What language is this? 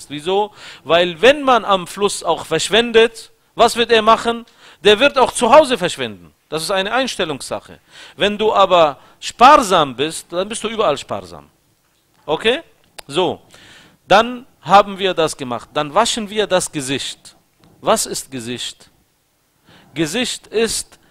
German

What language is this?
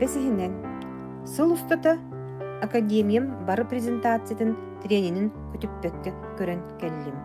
Yakut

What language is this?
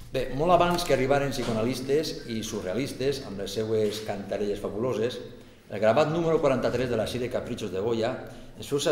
Catalan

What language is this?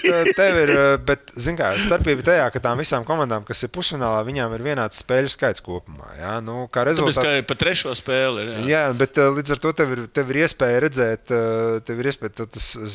Latvian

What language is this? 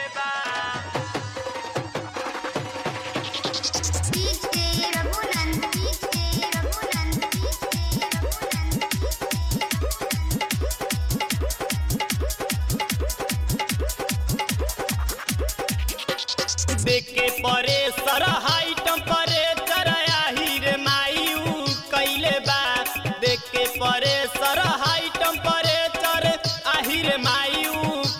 Bhojpuri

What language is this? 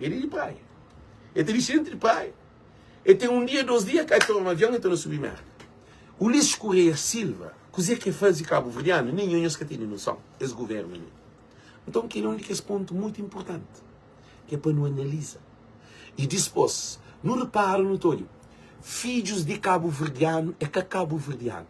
Kabuverdianu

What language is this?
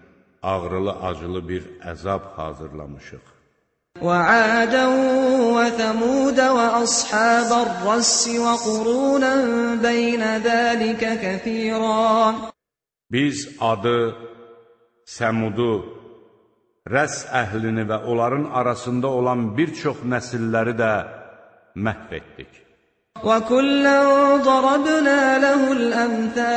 Azerbaijani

